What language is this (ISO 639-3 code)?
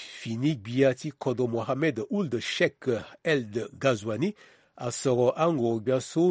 sag